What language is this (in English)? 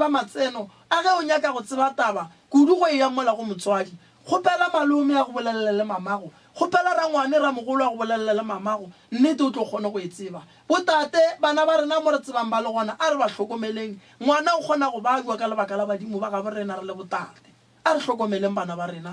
Northern Sotho